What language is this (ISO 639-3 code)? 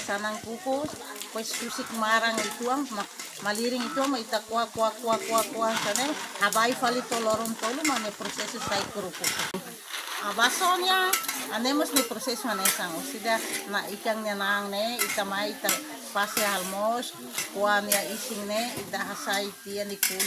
tet